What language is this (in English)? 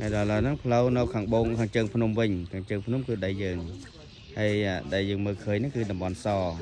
Khmer